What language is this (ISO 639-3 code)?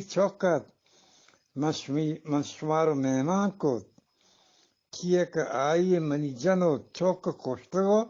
bgp